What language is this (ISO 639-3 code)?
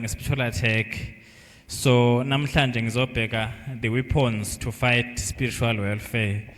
zul